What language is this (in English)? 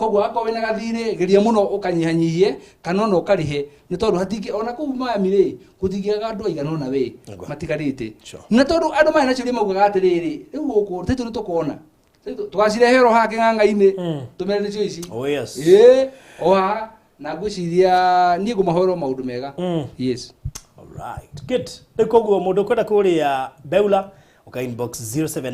Kikuyu